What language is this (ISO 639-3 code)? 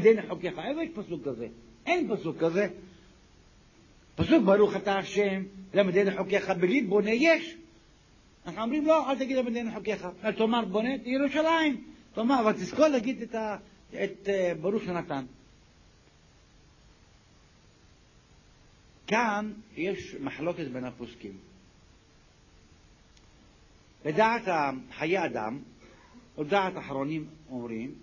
heb